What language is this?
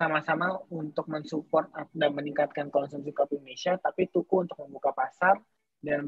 Indonesian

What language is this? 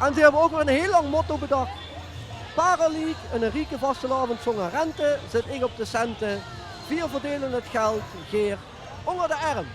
Limburgish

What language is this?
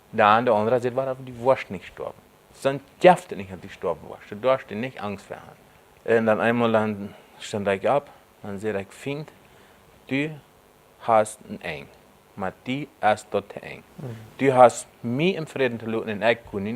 Plautdietsch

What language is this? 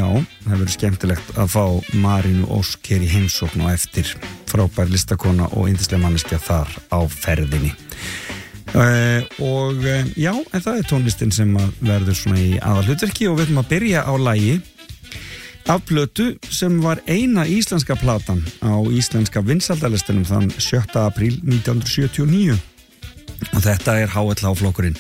Icelandic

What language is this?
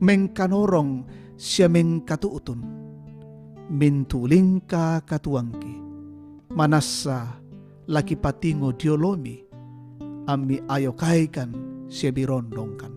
Toraja-Sa'dan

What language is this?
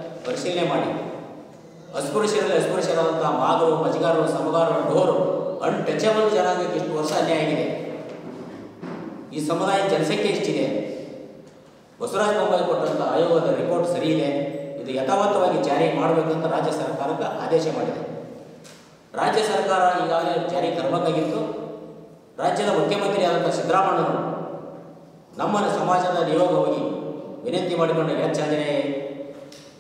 Kannada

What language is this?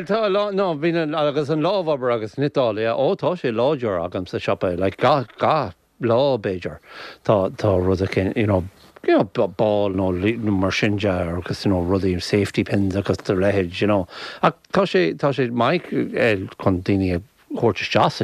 Irish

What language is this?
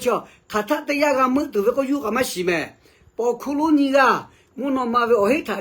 Lahu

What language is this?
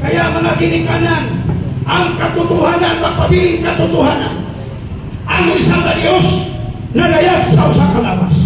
Cebuano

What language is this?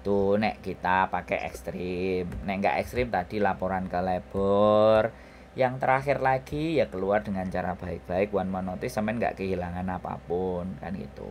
Musi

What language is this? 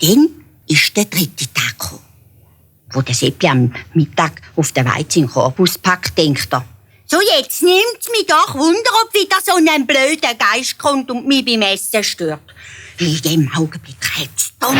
Swiss German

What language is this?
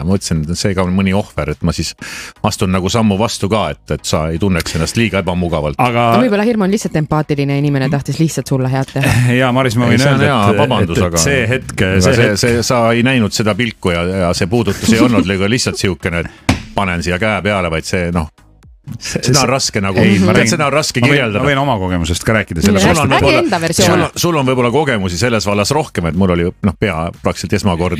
Estonian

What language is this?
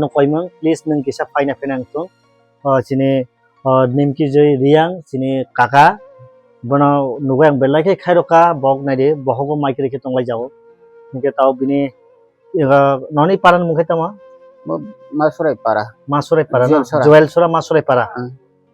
Kok Borok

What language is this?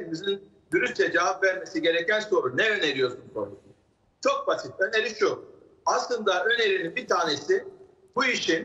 Turkish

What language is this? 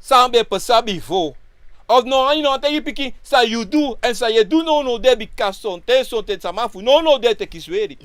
Sranan Tongo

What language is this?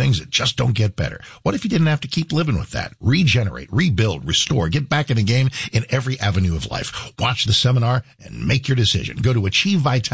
English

